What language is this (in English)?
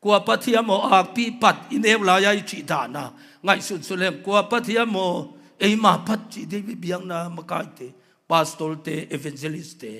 Tedim Chin